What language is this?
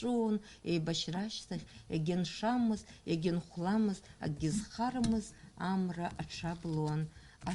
Abkhazian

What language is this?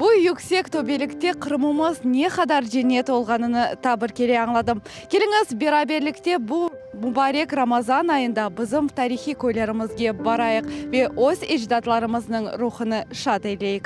Crimean Tatar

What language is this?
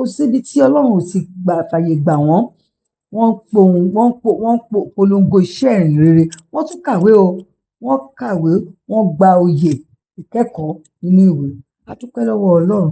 Yoruba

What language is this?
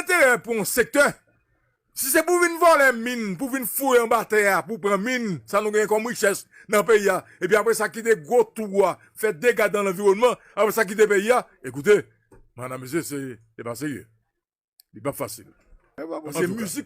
Haitian Creole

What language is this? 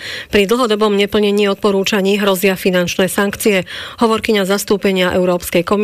Slovak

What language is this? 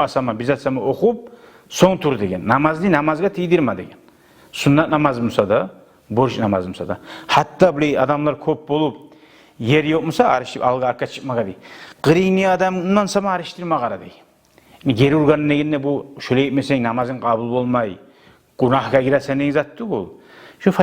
Kumyk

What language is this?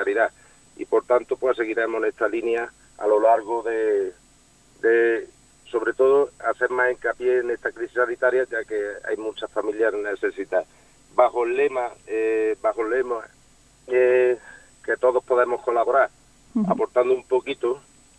Spanish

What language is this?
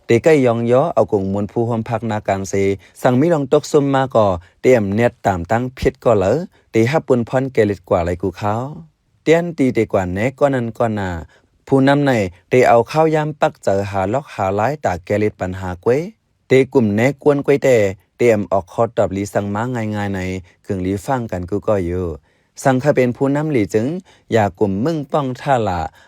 Shan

